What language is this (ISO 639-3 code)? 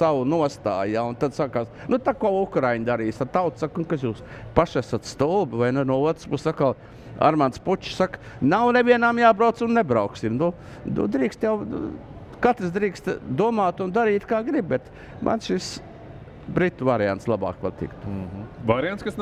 lav